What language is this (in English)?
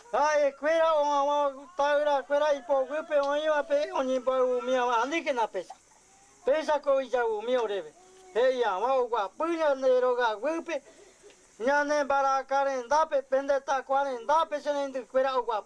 Guarani